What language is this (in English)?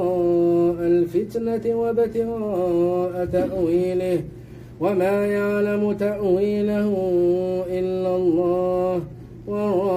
Arabic